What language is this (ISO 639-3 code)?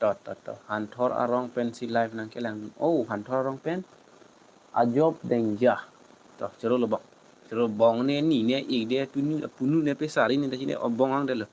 mjw